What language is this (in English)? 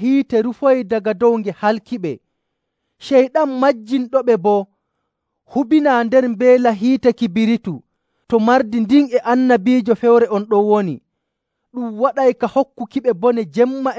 Nigerian Fulfulde